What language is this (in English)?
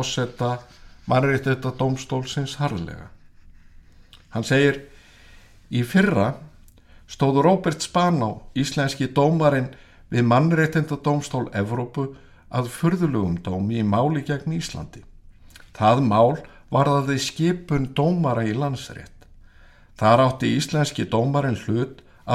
Icelandic